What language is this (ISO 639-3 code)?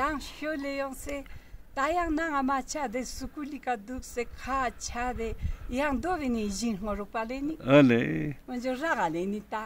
lbj